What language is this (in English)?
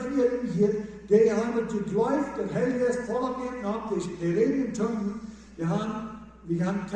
Plautdietsch